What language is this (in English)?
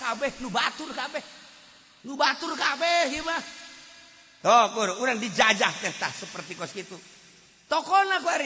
Sundanese